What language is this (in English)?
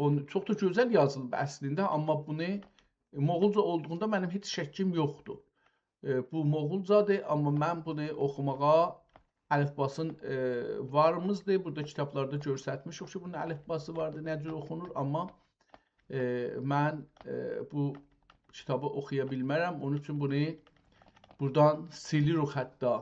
South Azerbaijani